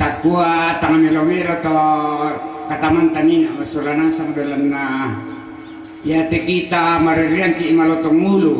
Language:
Toraja-Sa'dan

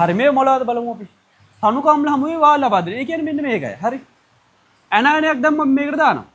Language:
Sinhala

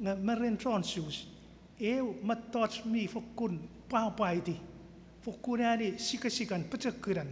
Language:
Chuukese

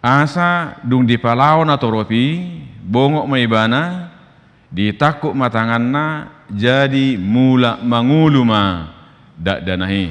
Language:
Batak Toba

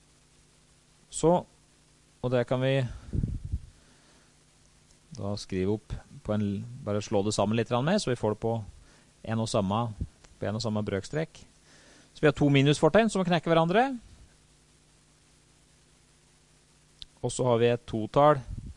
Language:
Norwegian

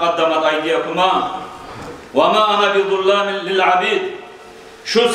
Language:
Kumyk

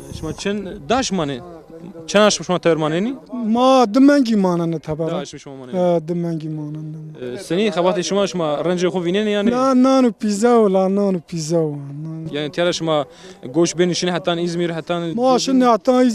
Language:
Zaza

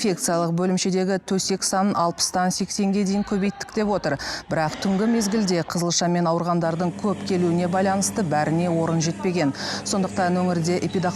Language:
Kazakh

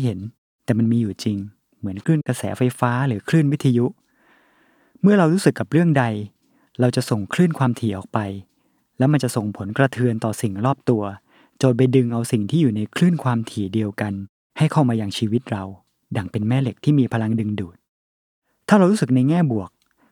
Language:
Thai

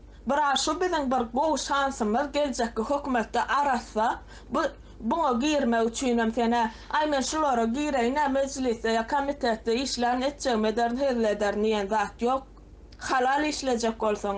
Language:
Turkmen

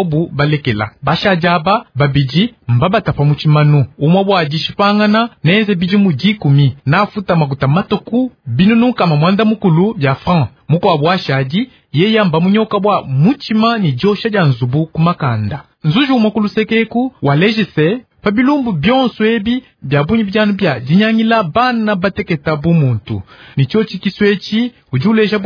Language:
Luba-Lulua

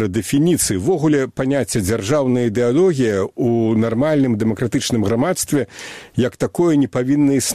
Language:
Belarusian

